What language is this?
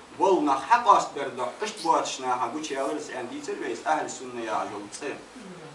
Ingush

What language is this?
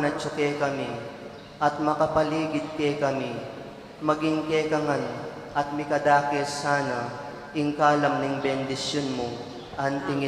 Pampanga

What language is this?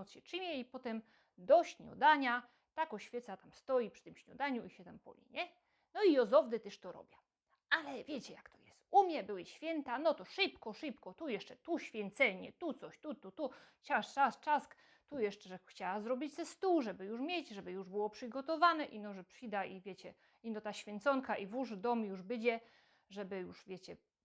Silesian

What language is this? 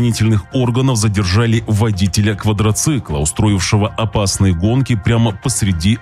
Russian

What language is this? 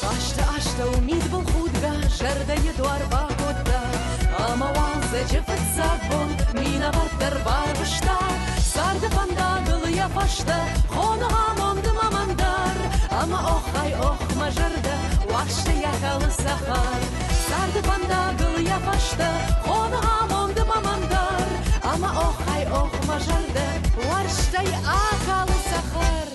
Ossetic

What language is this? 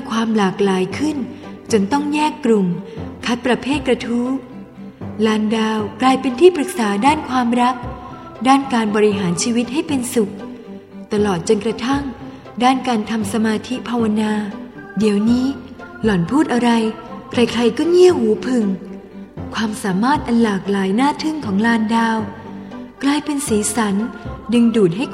Thai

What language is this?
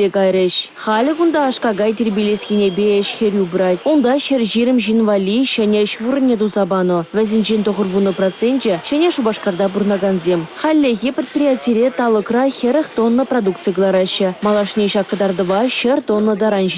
Chuvash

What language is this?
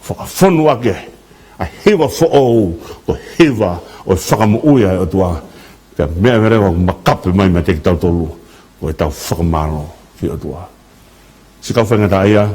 Tongan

